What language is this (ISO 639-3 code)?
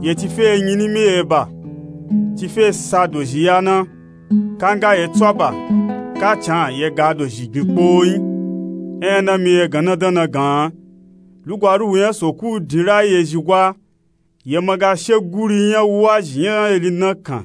nup